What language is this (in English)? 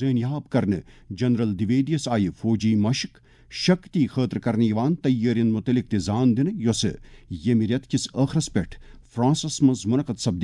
Kashmiri